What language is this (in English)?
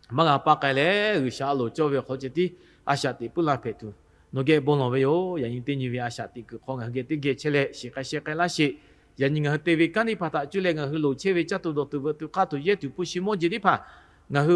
Lahu